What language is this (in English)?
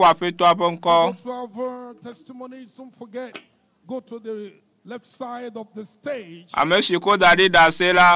Ewe